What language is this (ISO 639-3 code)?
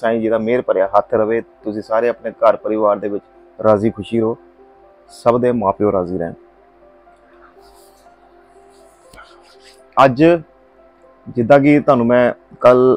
pan